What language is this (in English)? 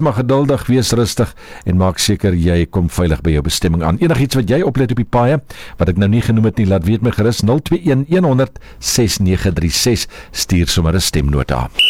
Afrikaans